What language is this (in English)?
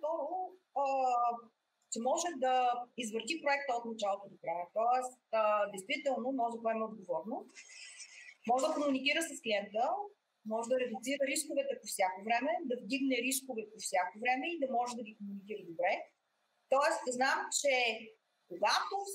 Bulgarian